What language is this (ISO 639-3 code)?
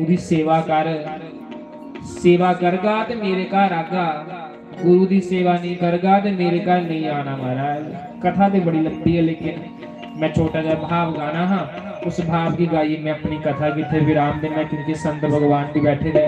doi